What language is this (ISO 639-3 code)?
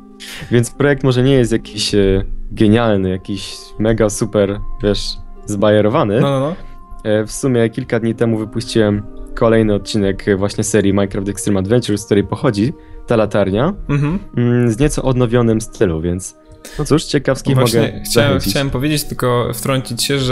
pol